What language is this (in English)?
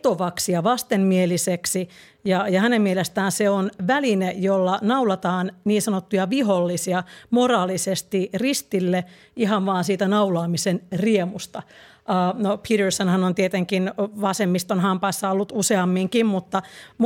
Finnish